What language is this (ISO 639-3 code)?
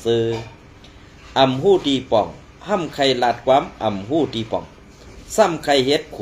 shn